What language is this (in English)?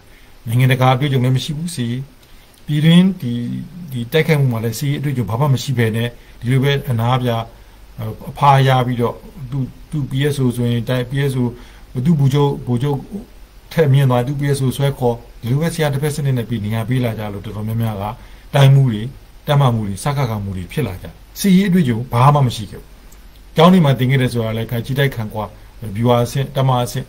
Burmese